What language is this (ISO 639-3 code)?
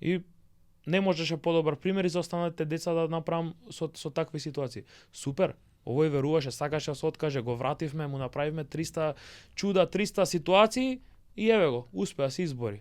mkd